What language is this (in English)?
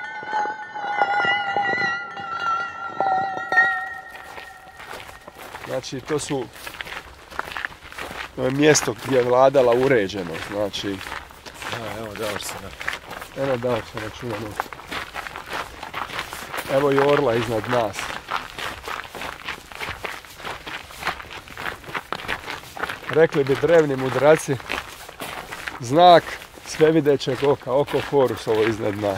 Croatian